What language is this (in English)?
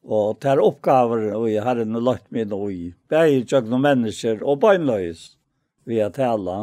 Faroese